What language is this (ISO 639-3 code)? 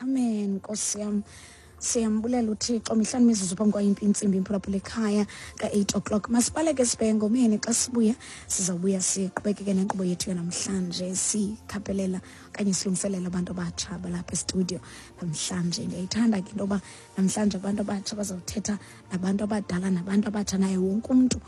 xho